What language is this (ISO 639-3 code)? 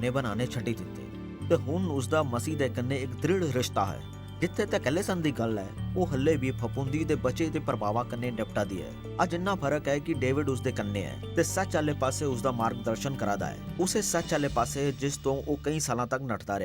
doi